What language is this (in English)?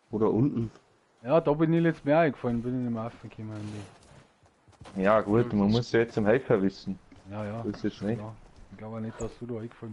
Bavarian